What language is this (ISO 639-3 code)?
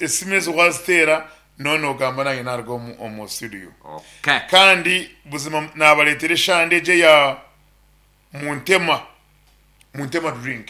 nyn